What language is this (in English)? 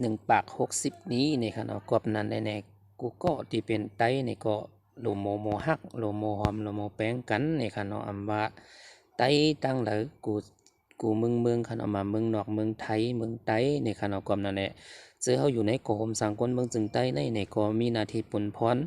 Shan